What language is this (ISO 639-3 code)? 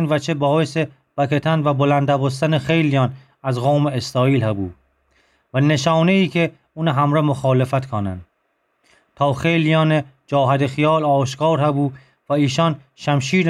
glk